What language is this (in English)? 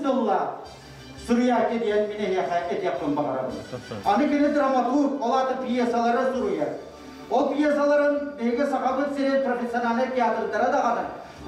Yakut